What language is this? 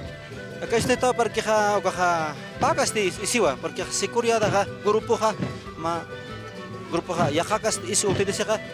Aymara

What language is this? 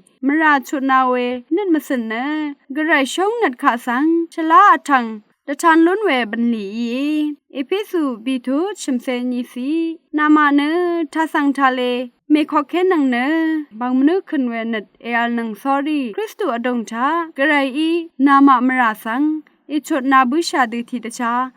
Rawang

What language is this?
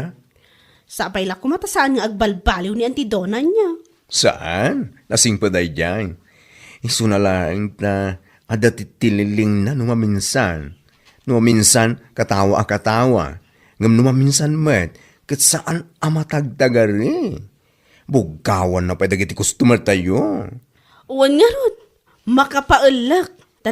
Iloko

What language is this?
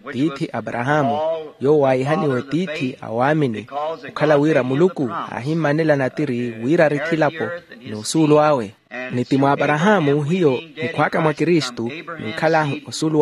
Makhuwa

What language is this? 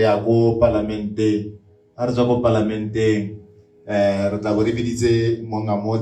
Tswana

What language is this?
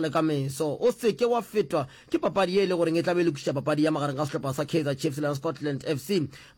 Northern Sotho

